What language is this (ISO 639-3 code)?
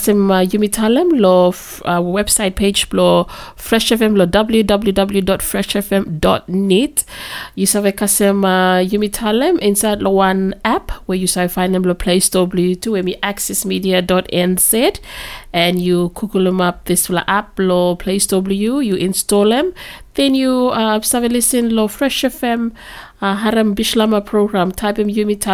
bis